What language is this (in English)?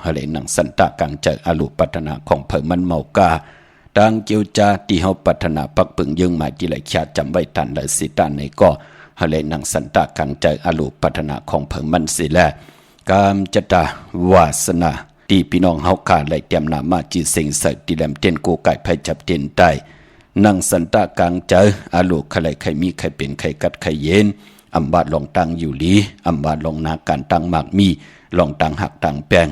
Shan